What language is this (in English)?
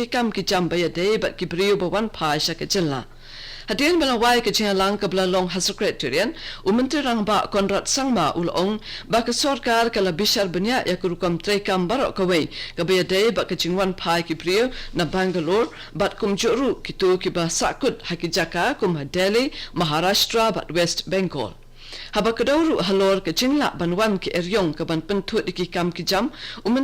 Khasi